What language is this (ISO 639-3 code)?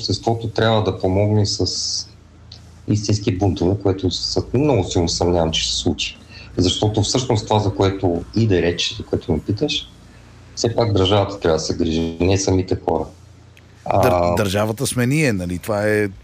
bul